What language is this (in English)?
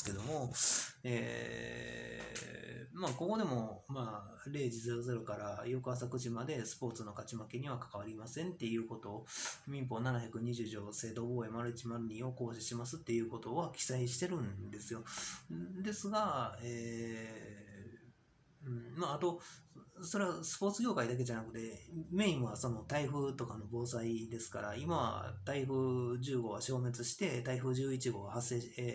Japanese